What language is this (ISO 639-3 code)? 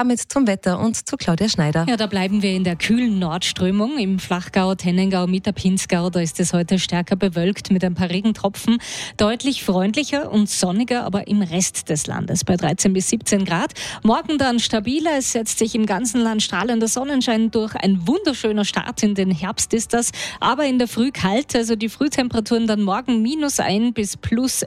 deu